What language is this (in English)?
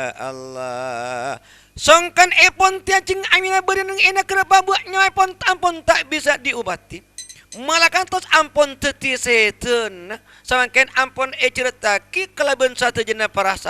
Madurese